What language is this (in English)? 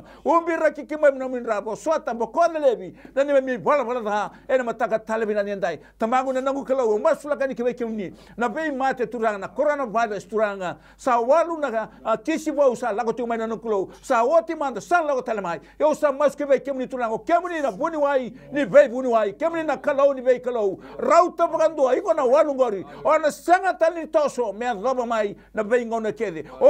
Fijian